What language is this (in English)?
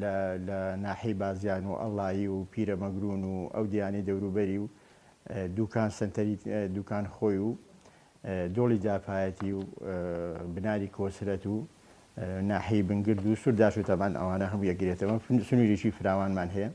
Central Kurdish